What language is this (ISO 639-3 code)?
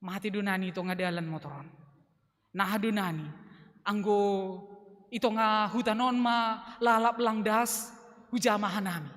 bts